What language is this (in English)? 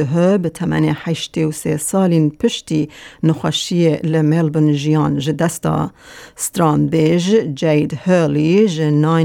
Kurdish